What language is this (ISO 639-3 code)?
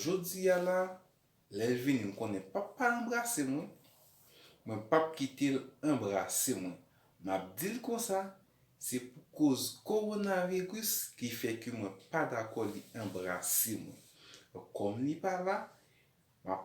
hat